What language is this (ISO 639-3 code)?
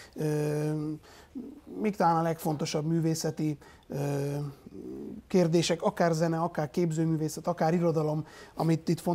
hun